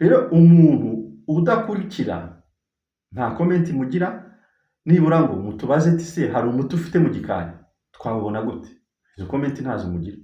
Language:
Kinyarwanda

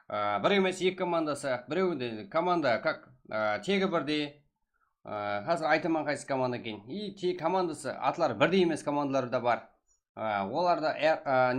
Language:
Kara-Kalpak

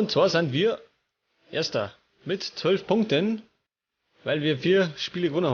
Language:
Bavarian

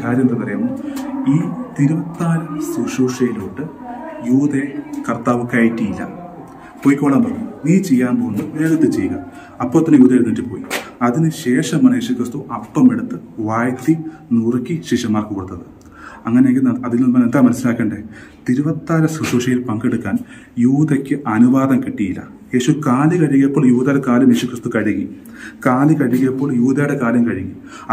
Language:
Malayalam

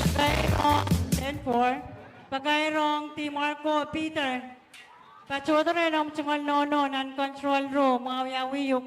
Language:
Pohnpeian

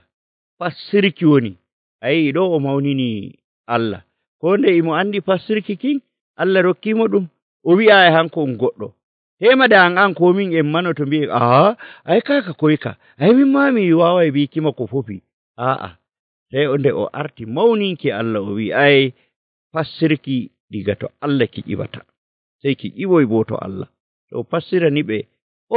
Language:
Nigerian Fulfulde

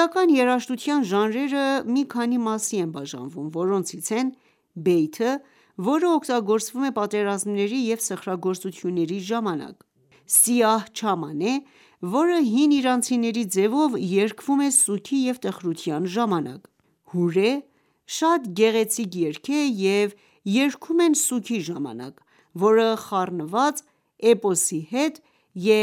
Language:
Armenian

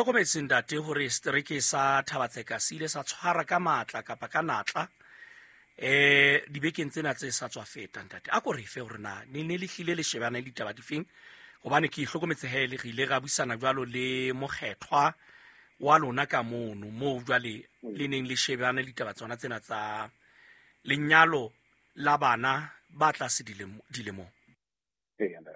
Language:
Southern Sotho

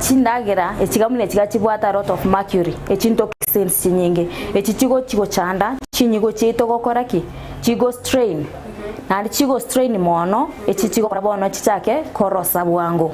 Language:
Gusii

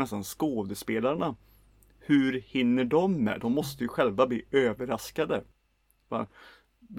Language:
Swedish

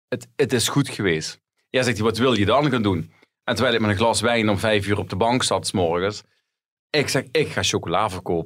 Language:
Dutch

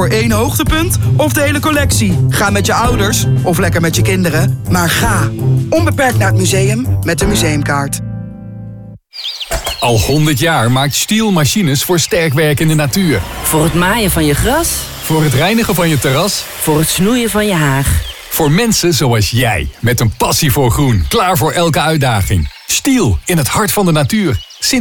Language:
Dutch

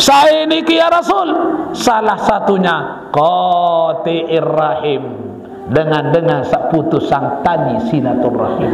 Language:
Sasak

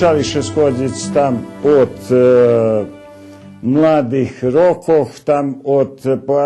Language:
Rusyn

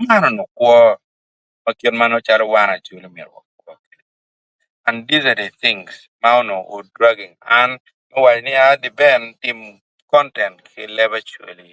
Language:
Acoli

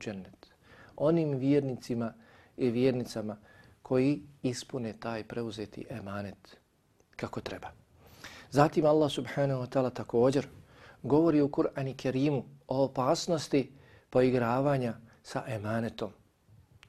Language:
Bosnian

